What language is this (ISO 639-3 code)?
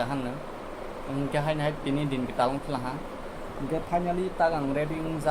trp